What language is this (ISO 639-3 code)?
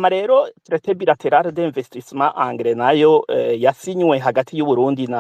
run